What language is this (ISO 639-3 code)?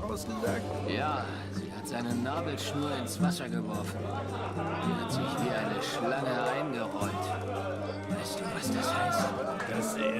gsw